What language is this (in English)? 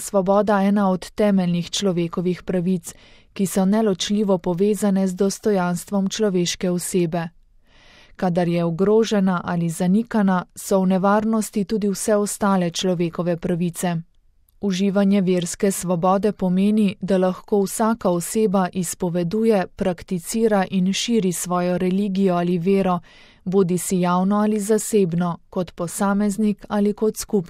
Slovenian